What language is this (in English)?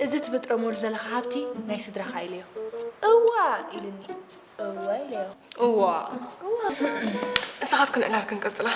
Tigrinya